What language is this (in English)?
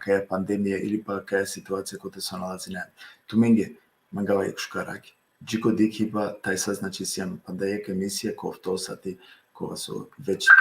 Balkan Romani